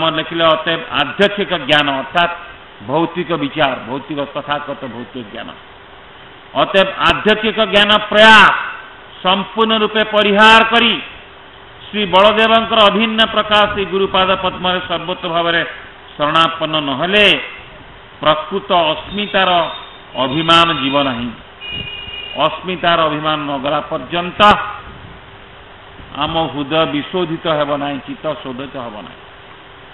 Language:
Odia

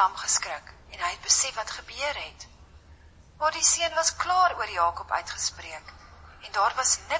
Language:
Afrikaans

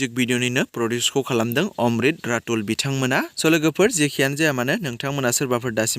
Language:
Bodo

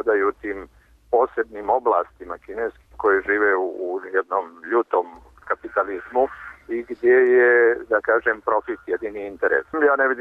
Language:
Serbian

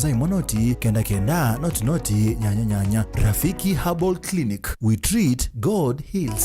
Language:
Kamba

